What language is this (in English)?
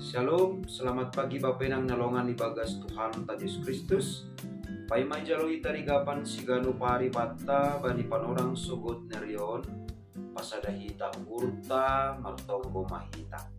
Batak Simalungun